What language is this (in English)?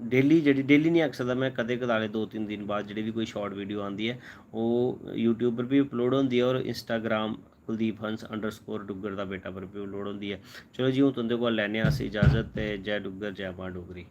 Dogri